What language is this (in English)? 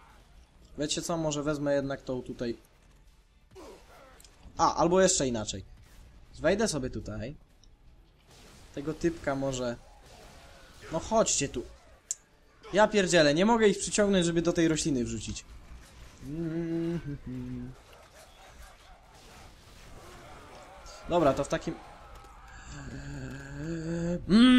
Polish